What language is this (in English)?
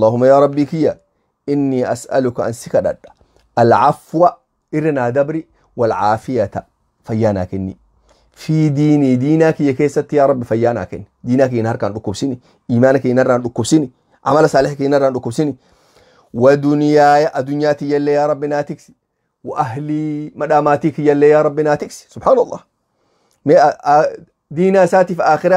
Oromo